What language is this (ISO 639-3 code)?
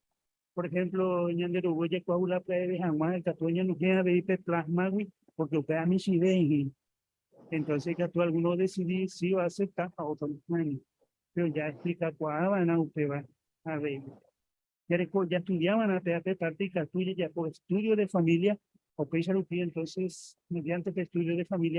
grn